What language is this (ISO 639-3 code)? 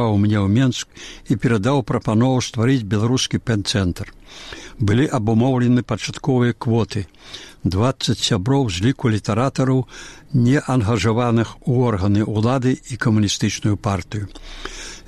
bel